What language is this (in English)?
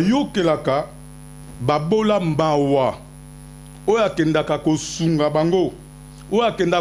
Lingala